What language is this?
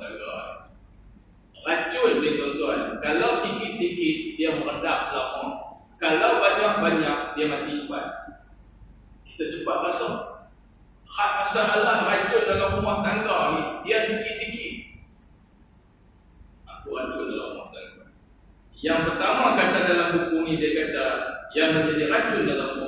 Malay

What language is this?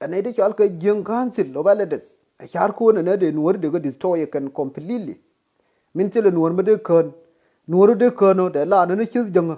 Nuer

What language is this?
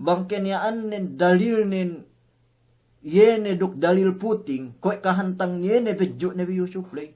Yakan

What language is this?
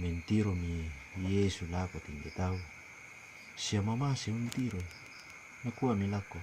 Toraja-Sa'dan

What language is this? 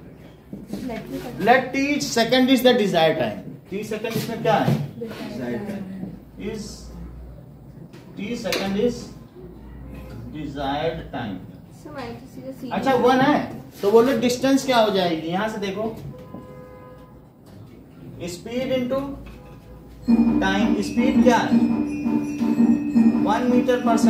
Hindi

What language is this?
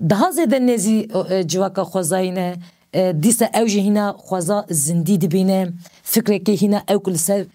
Kurdish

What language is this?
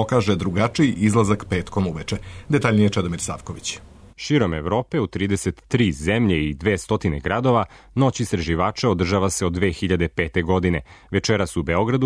Serbian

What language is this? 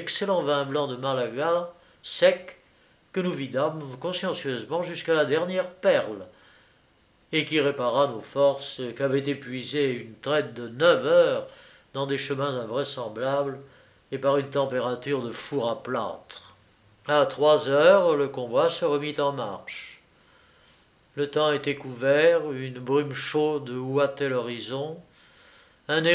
French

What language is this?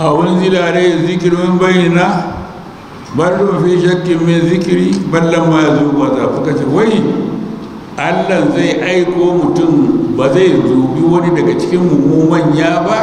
Hausa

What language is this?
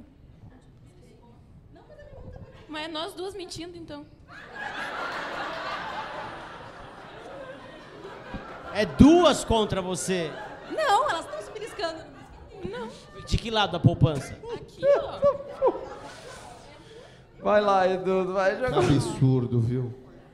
Portuguese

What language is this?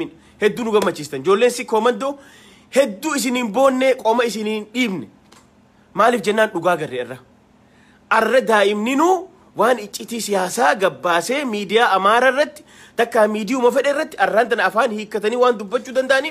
Oromo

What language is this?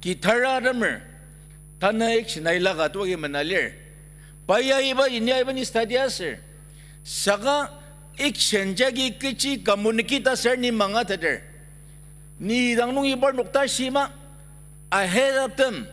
Ao Naga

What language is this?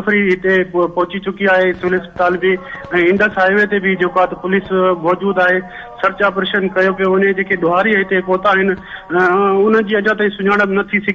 Sindhi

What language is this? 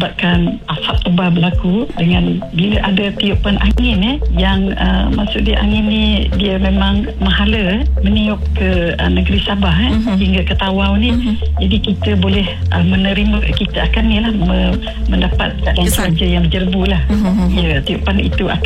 Malay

